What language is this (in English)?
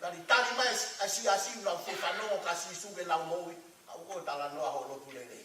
Tongan